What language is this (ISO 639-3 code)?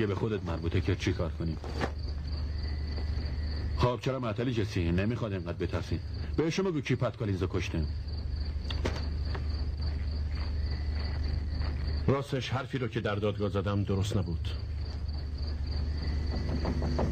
fas